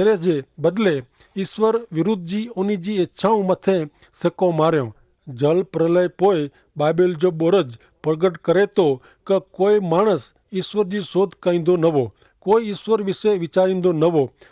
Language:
Kachhi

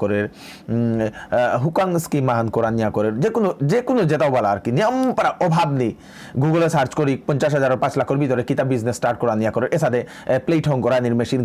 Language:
Bishnupriya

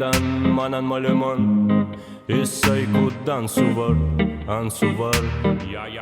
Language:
Ossetic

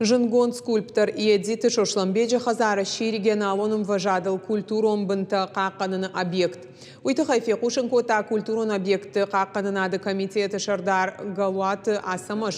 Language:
Ossetic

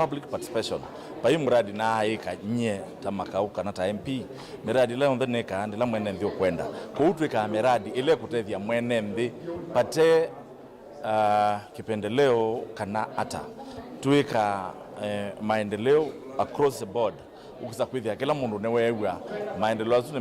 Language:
Kamba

